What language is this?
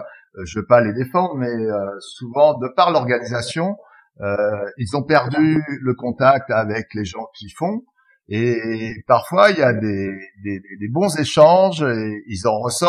French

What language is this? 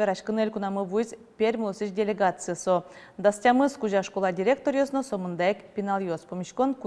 Udmurt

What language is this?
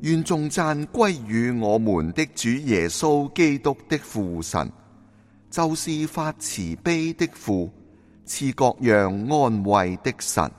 Cantonese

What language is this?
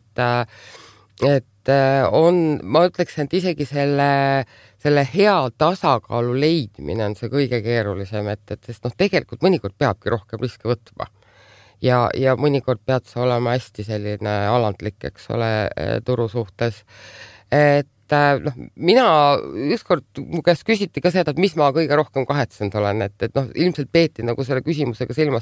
Estonian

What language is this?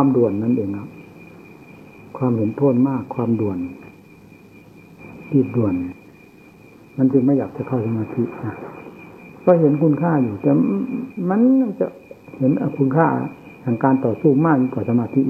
Thai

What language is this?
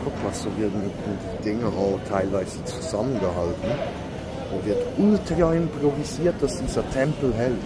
Swiss German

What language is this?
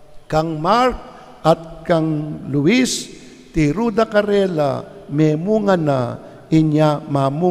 Pampanga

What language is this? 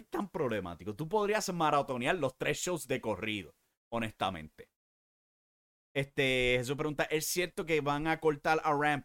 Spanish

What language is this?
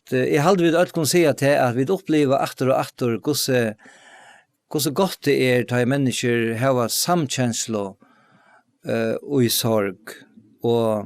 Faroese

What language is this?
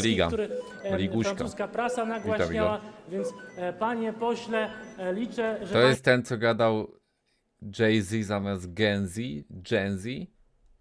Polish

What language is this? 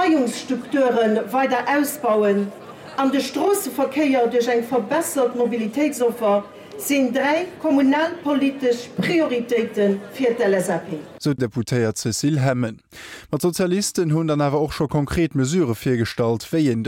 Luxembourgish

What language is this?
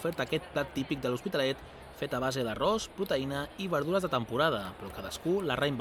Catalan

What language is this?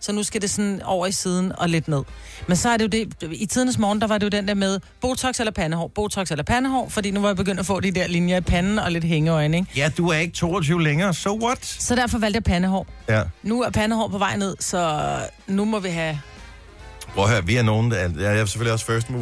Danish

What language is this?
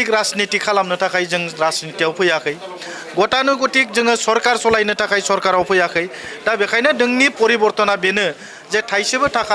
Bodo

